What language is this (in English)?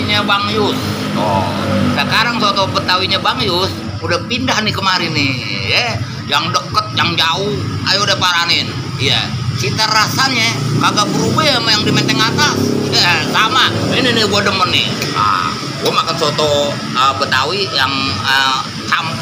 Betawi